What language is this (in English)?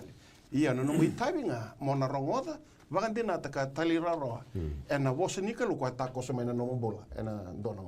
Fijian